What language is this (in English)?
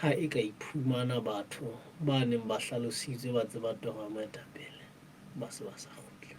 Southern Sotho